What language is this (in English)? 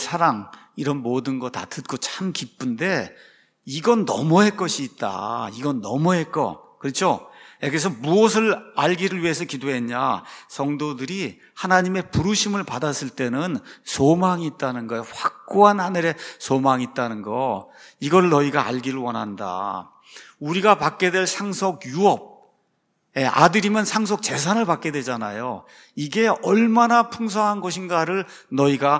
Korean